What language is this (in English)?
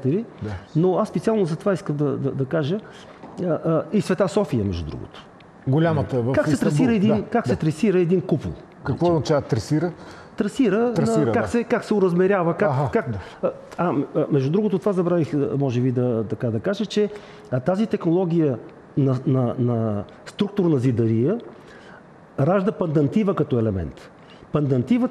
Bulgarian